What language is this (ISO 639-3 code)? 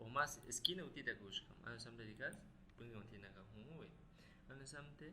agr